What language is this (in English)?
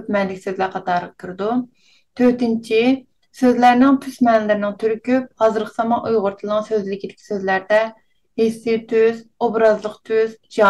Uyghur